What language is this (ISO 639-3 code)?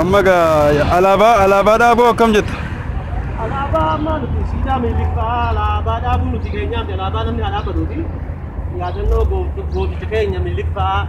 orm